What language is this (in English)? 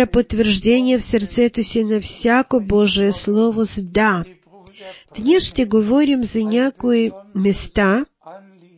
Bulgarian